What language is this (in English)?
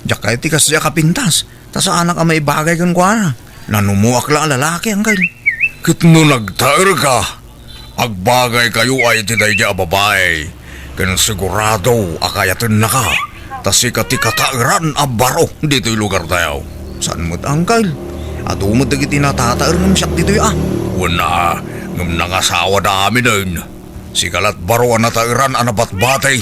Iloko